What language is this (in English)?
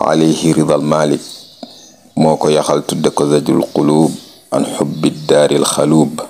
Wolof